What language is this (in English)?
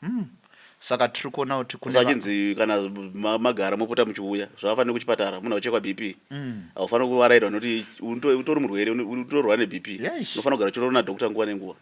Shona